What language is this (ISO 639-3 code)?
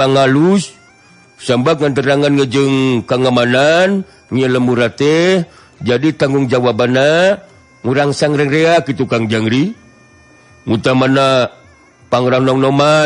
sun